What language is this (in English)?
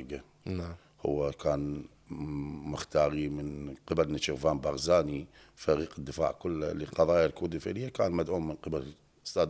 Mesopotamian Arabic